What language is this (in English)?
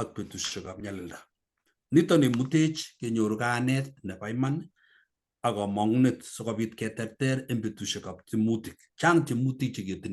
Kalenjin